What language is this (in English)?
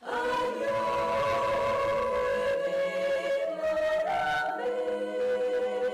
Faroese